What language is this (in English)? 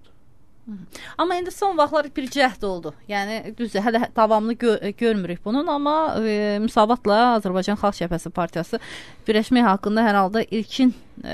Azerbaijani